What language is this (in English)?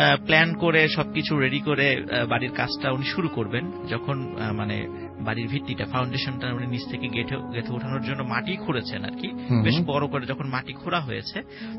Bangla